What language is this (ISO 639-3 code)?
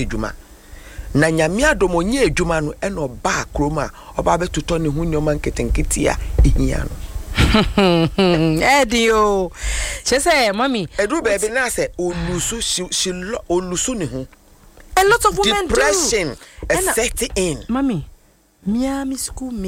aka